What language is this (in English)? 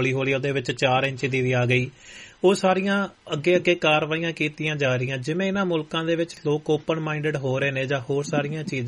Punjabi